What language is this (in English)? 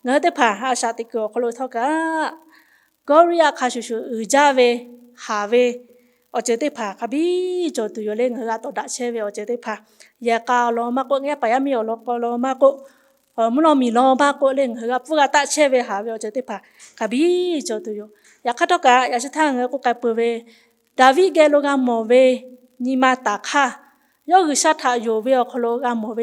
Lahu